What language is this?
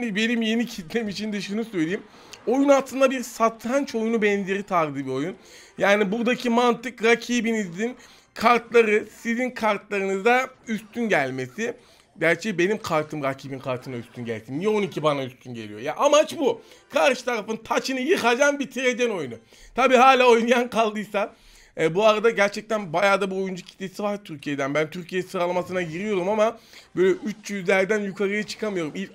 Turkish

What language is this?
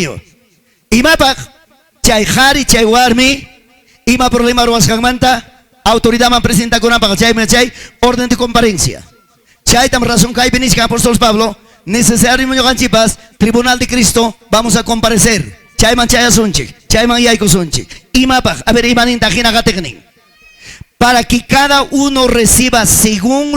Ayacucho Quechua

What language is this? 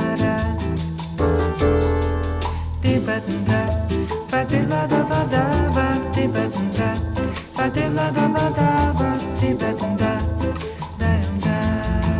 French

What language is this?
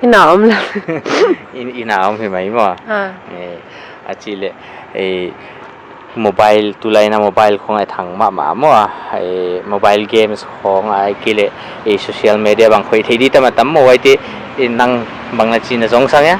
Paite Chin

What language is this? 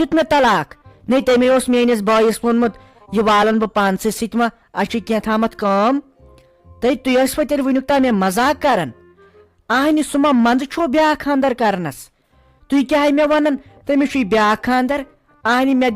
Kashmiri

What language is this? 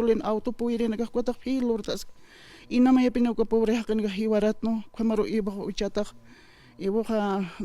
Aymara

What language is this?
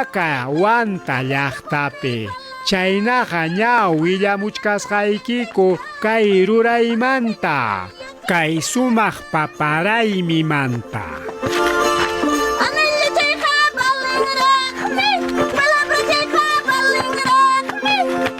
Ayacucho Quechua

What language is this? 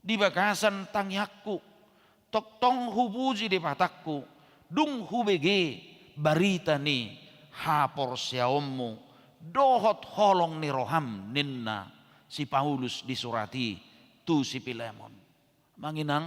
Batak Toba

